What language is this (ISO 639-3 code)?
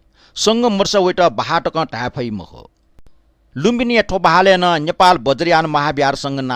new